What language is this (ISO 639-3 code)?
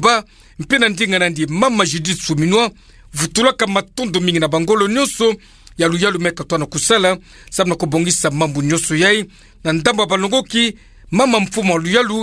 ktu